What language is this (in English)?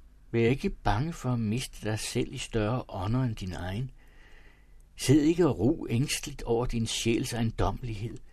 Danish